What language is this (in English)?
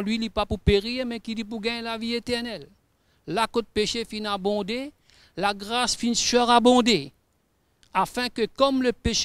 Morisyen